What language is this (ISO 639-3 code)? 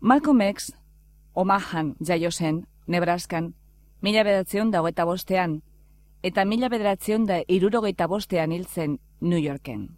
eus